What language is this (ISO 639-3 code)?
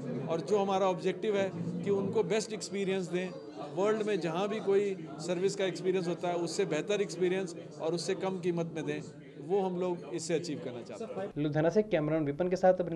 hin